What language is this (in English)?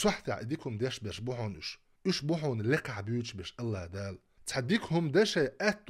Chechen